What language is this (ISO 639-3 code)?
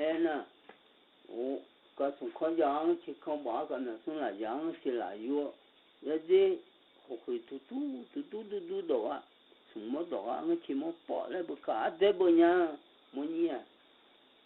ahk